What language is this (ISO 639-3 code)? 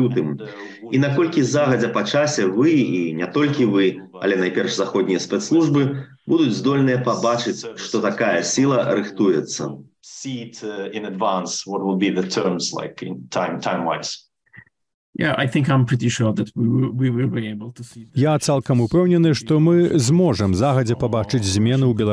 bel